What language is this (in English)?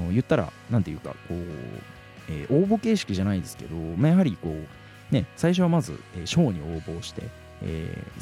Japanese